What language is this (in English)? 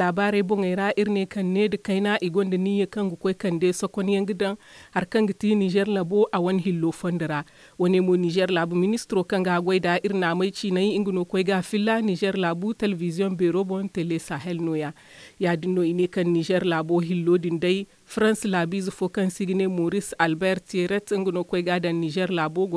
Zarma